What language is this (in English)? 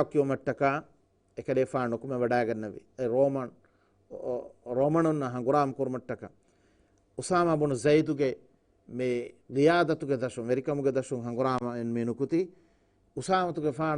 Divehi